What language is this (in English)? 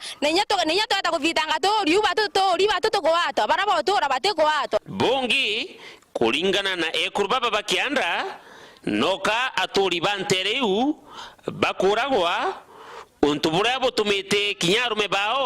Meru